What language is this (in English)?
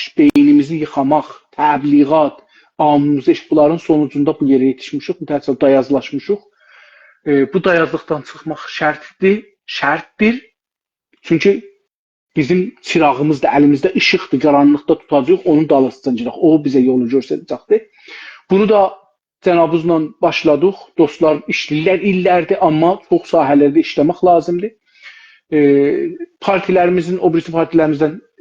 South Azerbaijani